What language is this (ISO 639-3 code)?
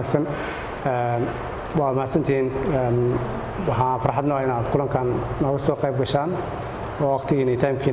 som